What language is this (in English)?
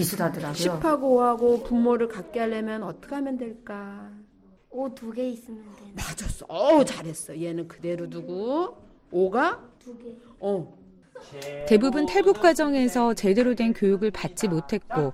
Korean